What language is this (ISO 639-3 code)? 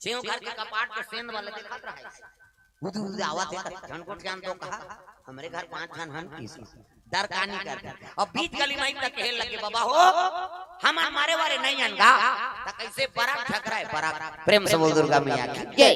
hne